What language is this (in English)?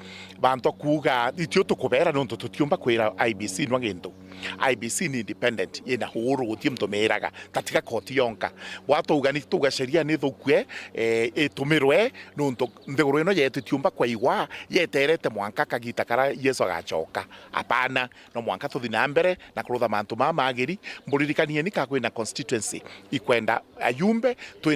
Meru